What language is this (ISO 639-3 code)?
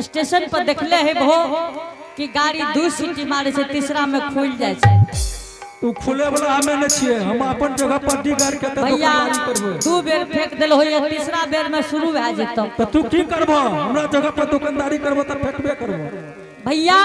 anp